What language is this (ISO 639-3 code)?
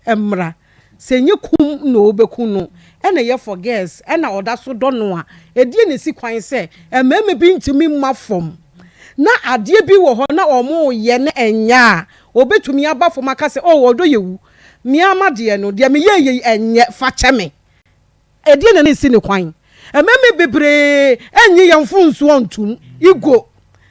aka